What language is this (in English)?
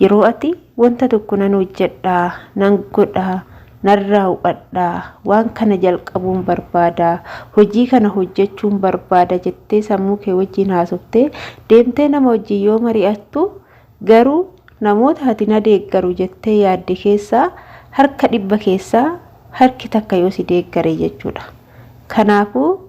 Oromo